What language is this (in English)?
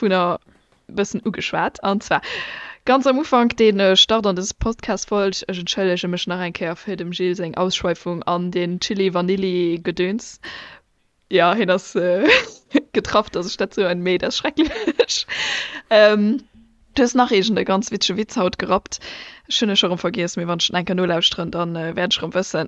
Luxembourgish